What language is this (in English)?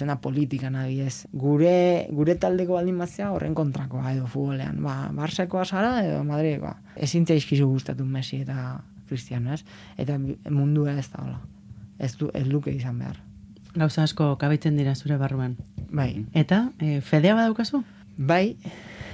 Basque